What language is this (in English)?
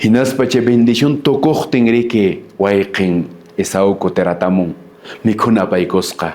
Quechua